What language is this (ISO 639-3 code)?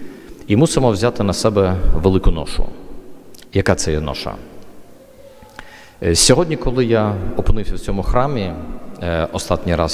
ukr